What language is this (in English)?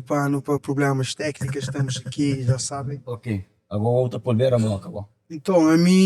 Kabuverdianu